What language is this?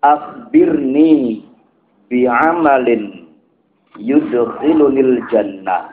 Javanese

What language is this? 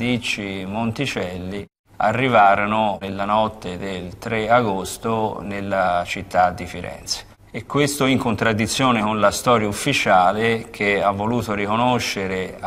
Italian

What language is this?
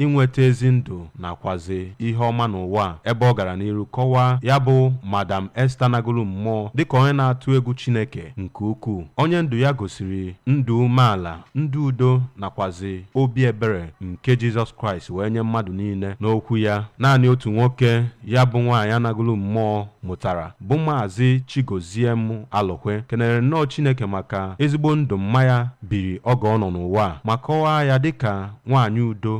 Igbo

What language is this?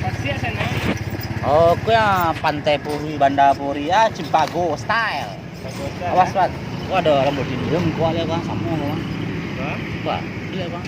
Minangkabau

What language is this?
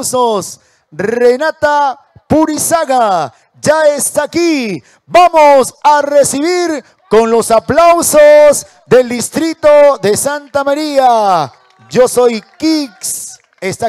Spanish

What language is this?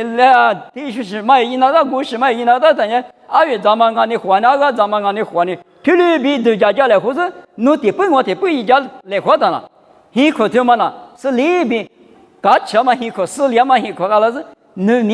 Lisu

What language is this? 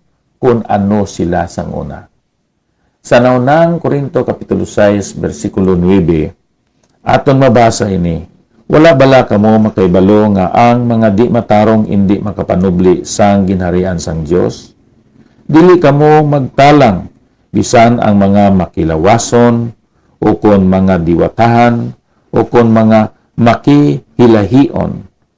Hiligaynon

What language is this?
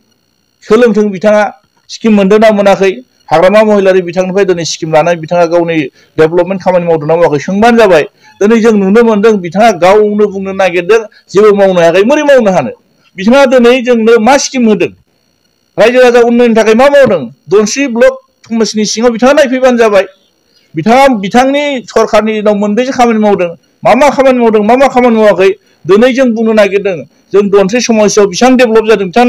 Bodo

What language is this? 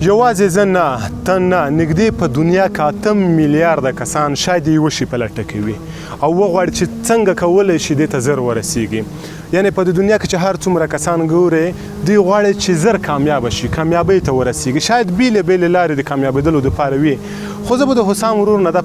Pashto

